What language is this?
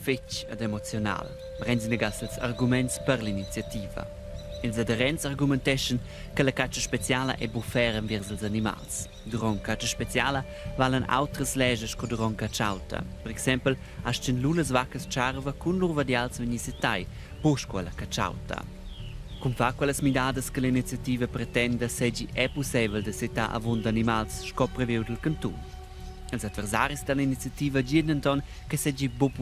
Romansh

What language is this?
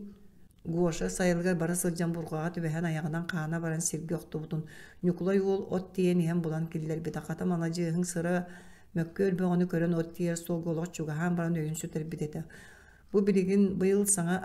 Yakut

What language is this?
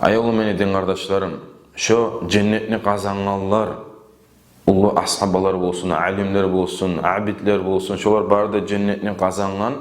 Kumyk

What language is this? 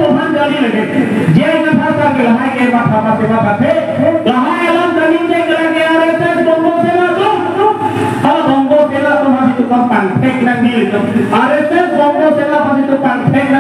Karbi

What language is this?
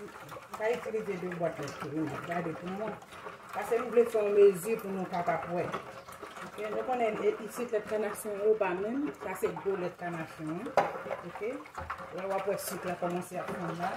Haitian Creole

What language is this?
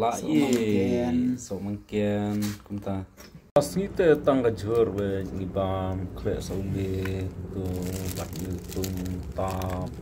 Khasi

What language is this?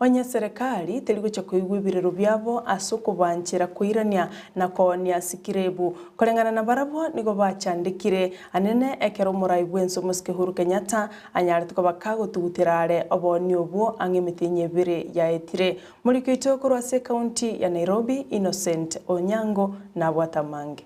Gusii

